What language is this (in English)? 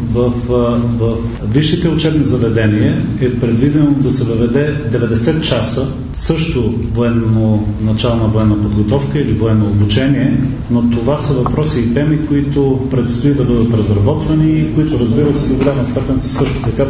Bulgarian